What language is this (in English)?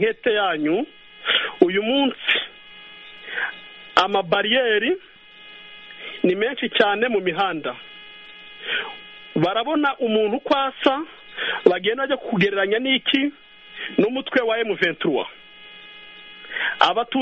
Kinyarwanda